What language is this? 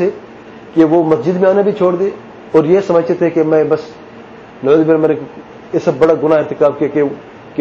Urdu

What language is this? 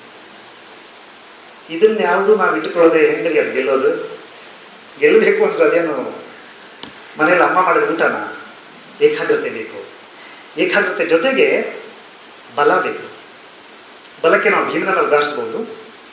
Kannada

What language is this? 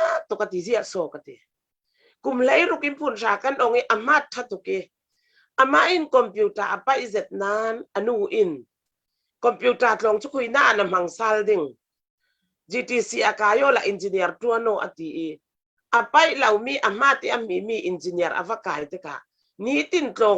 Falam Chin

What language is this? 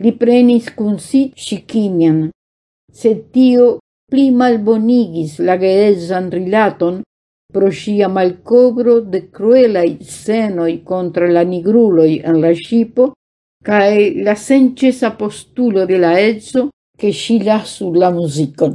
Esperanto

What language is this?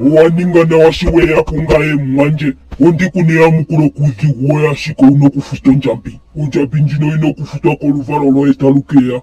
Ndonga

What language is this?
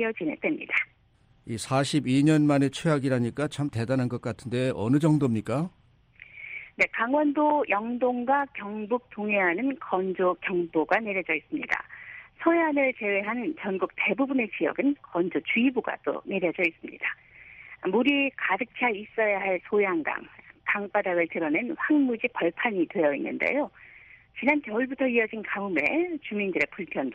Korean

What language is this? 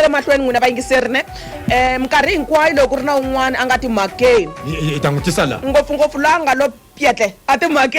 Tsonga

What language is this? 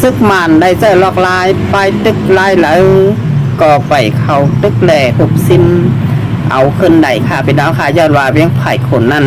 Shan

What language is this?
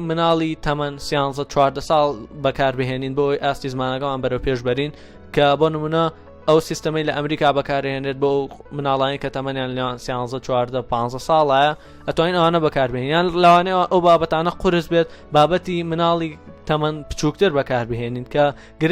Central Kurdish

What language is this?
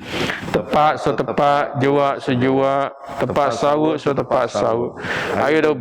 Biatah Bidayuh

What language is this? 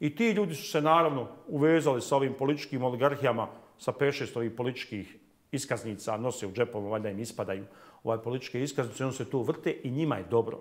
Bosnian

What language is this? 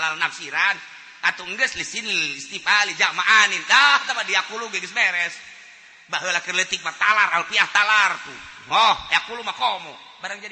Sundanese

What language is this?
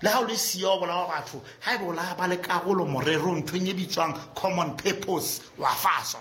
Southern Sotho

